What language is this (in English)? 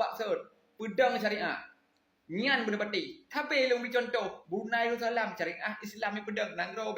Achinese